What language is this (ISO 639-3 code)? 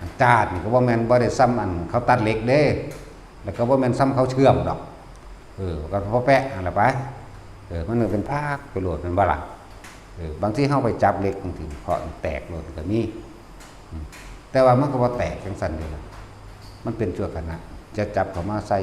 lao